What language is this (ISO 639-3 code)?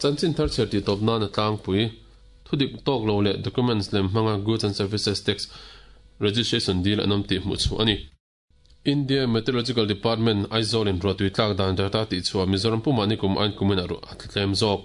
lus